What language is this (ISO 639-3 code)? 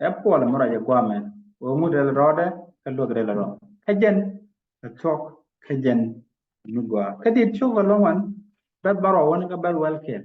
nus